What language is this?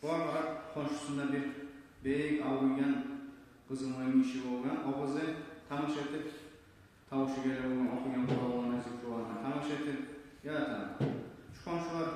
Kumyk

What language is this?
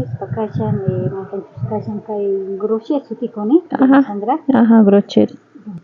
South Bolivian Quechua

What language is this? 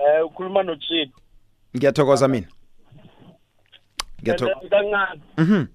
South Ndebele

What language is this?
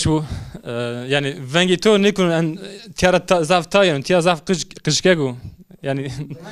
Zaza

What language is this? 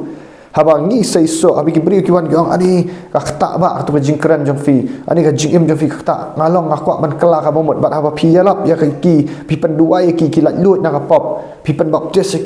Khasi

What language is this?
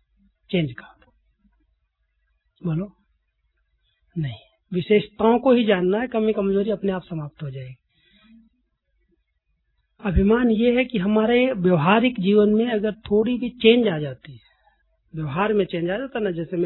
Hindi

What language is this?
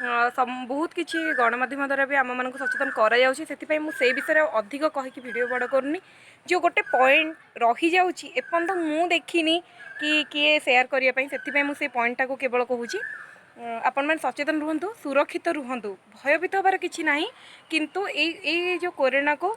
Odia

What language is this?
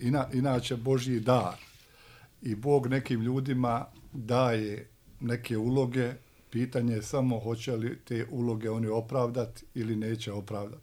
Serbian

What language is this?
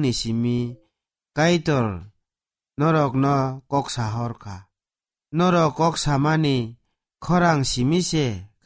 Kok Borok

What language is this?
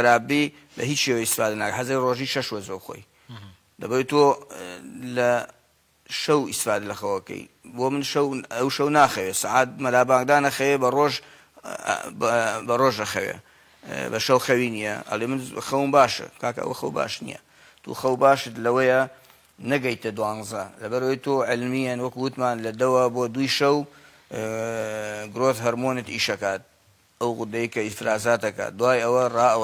Central Kurdish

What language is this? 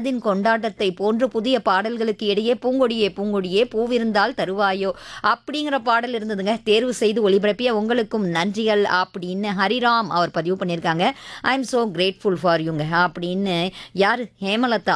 Tamil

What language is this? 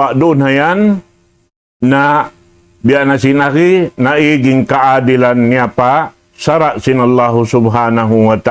Tausug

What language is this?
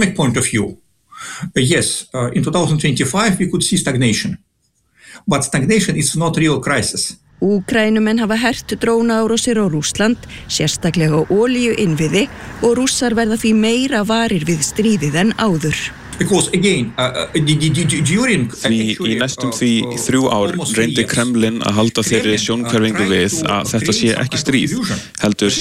Icelandic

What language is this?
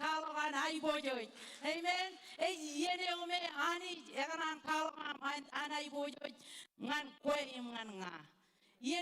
Marshallese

